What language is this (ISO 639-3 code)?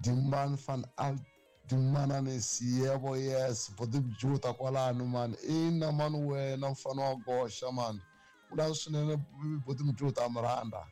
tso